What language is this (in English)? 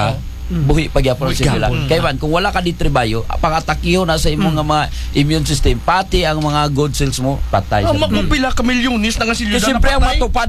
Aklanon